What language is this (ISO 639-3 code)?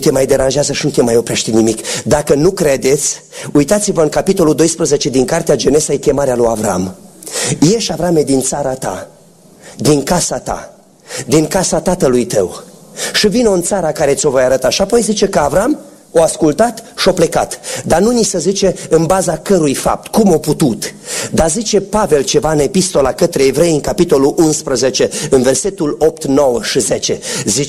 ron